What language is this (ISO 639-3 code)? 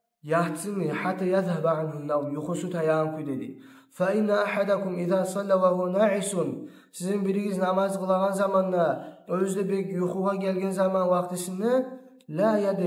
kum